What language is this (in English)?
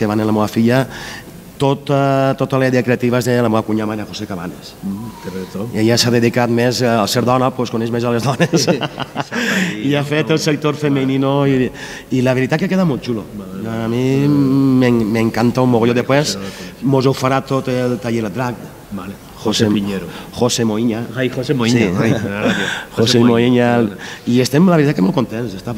Catalan